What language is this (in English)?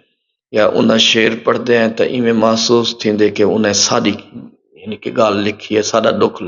Saraiki